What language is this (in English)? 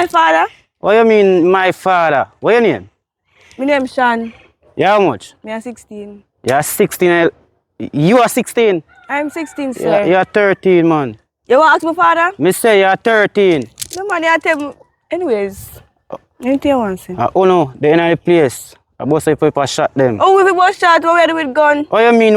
Jamaican Creole English